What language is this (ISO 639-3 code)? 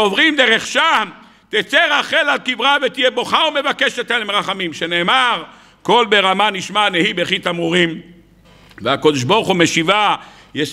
heb